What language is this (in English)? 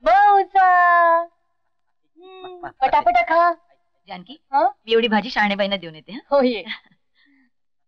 Marathi